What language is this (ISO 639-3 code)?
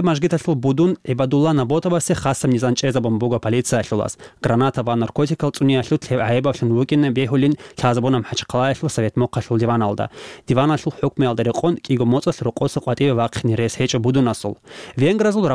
ava